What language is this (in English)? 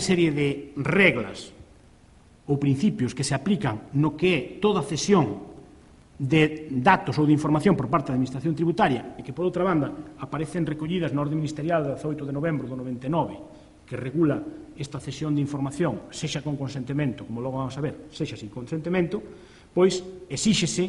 Galician